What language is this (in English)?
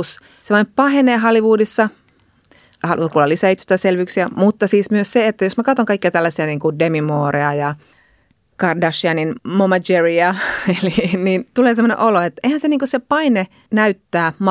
Finnish